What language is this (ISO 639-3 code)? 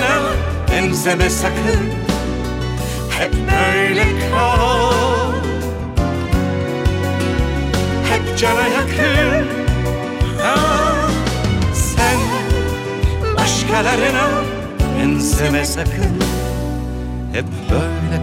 tur